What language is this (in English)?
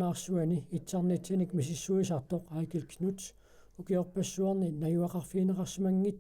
Kalaallisut